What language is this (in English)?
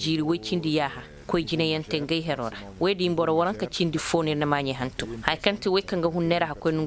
Koyraboro Senni